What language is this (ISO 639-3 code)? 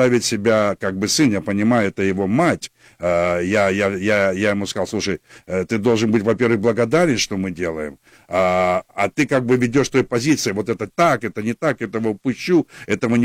rus